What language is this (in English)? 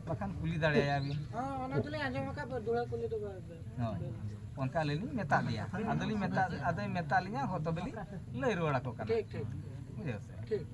Santali